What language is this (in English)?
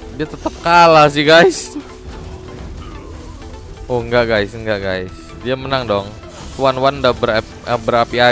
Indonesian